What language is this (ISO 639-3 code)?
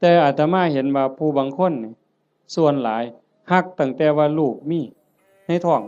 tts